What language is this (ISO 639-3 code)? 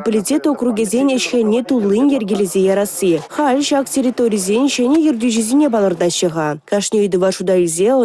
chv